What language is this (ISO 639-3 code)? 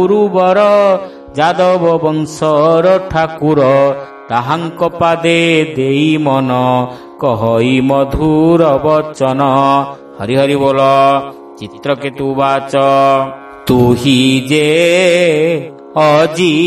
ori